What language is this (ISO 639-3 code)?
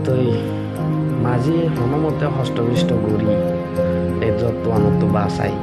rhg